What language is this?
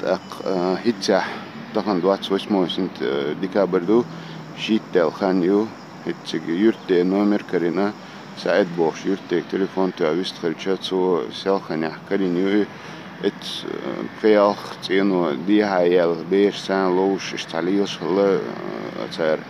Chechen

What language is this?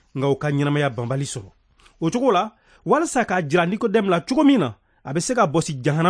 Bambara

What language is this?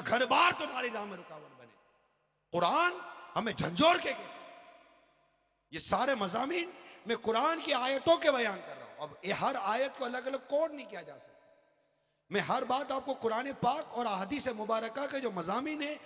Urdu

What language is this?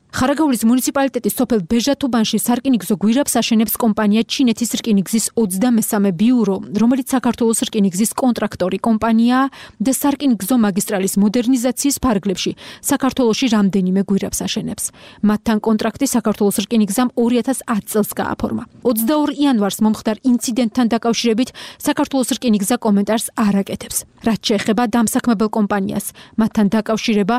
Georgian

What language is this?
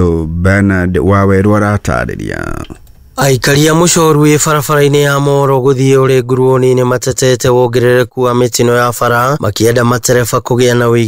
Kikuyu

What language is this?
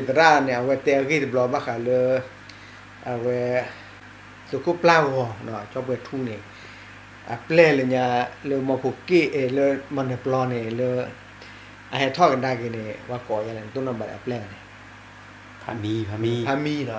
S'gaw Karen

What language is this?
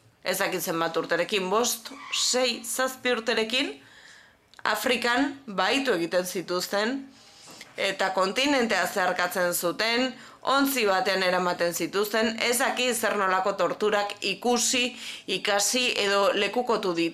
Basque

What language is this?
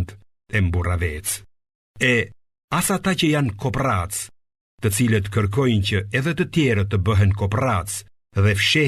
Albanian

